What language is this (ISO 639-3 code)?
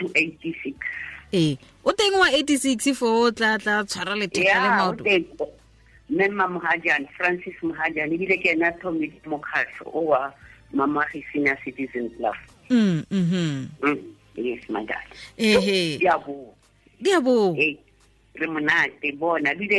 tsn